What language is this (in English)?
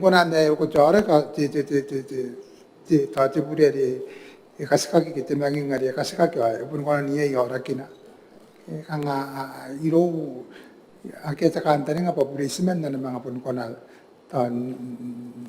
Gilbertese